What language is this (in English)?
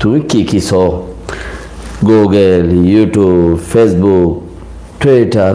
Rohingya